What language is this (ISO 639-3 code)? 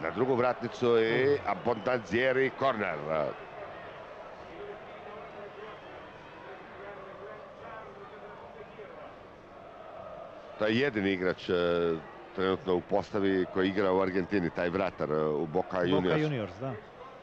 hrv